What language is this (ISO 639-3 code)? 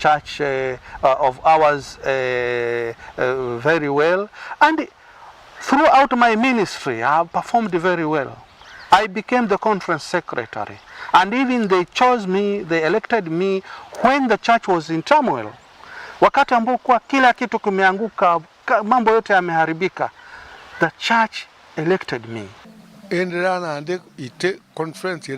mer